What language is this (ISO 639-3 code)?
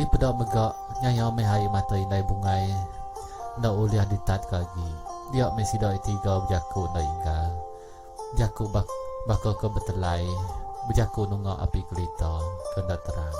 iba